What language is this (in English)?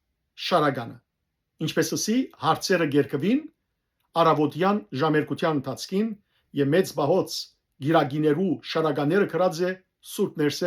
Western Armenian